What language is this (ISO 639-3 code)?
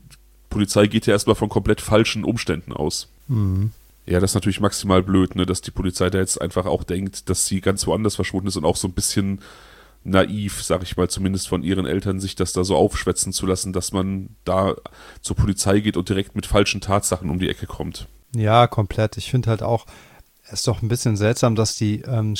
deu